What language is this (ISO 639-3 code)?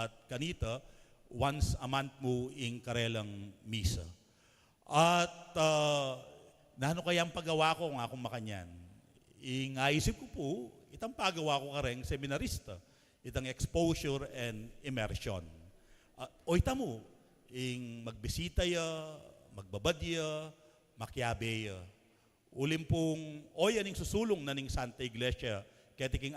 pam